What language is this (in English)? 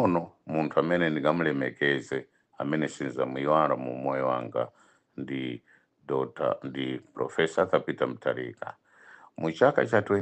Nyanja